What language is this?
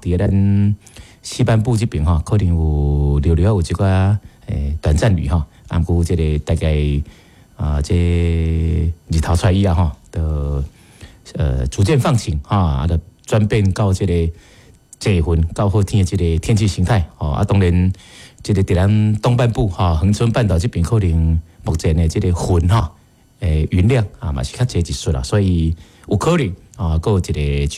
Min Nan Chinese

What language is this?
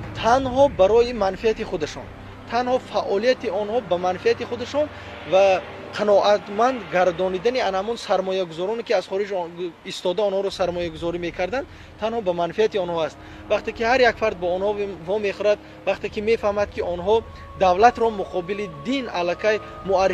Tajik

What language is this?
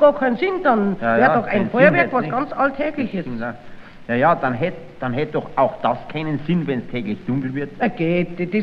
German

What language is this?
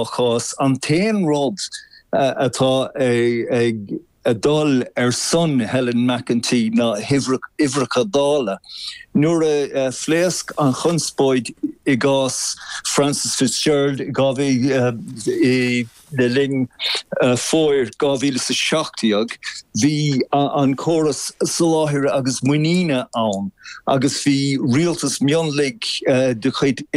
Irish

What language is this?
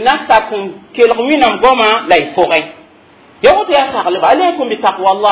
Mossi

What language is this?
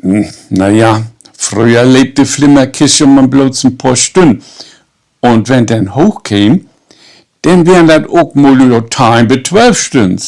Low German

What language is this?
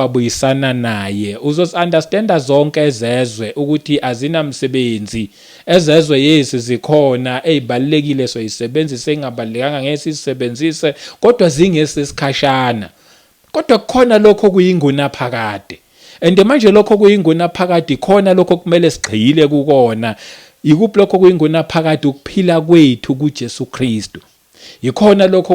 Zulu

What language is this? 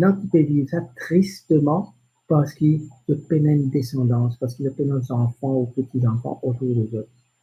Morisyen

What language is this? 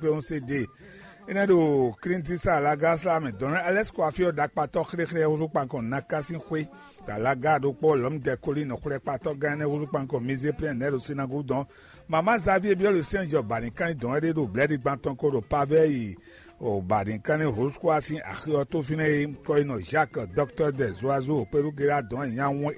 Fon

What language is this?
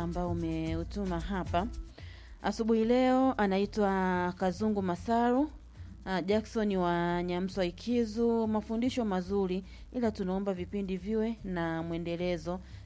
Swahili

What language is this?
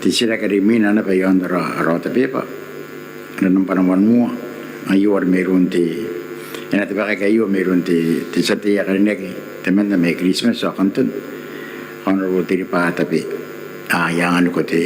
Gilbertese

